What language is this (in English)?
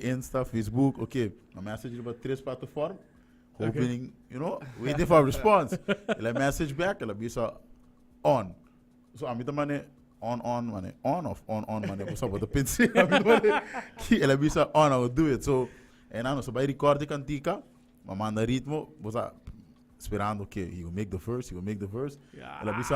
Papiamento